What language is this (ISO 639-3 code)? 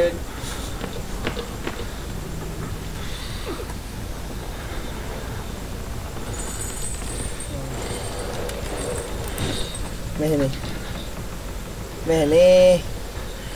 msa